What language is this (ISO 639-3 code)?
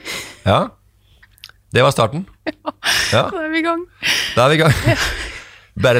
nor